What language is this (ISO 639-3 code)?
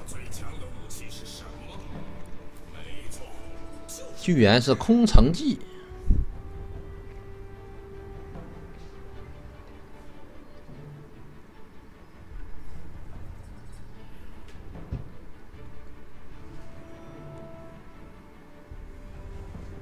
zho